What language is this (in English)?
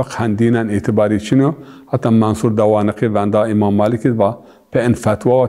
Zaza